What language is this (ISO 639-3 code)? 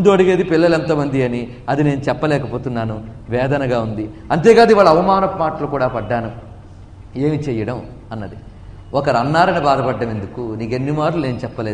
tel